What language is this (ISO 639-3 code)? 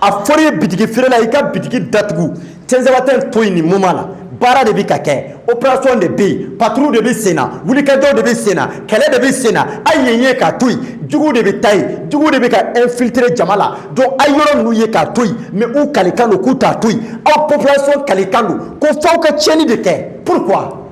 bam